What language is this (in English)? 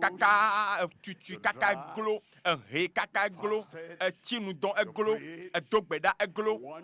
Ewe